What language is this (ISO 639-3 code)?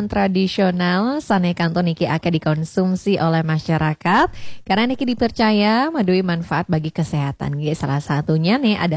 ban